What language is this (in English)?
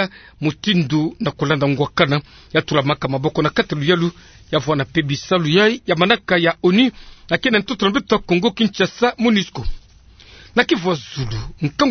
Kituba (Democratic Republic of Congo)